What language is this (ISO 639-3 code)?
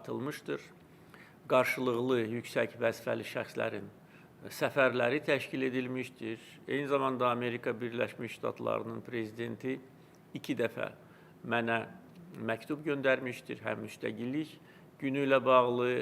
aze